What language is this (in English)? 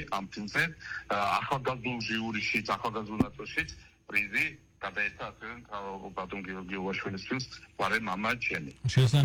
Georgian